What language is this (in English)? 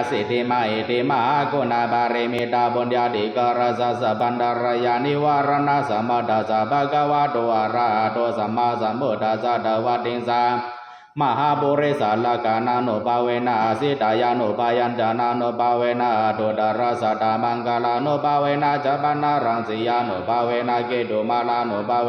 Pali